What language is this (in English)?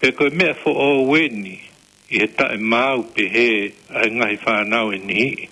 Tongan